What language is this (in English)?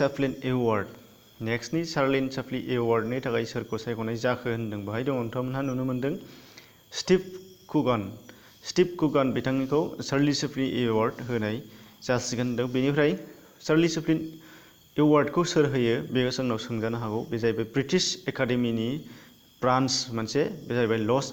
Bodo